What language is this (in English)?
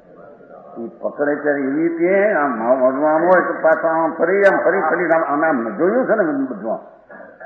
Gujarati